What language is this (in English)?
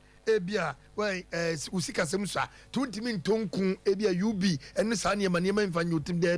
Akan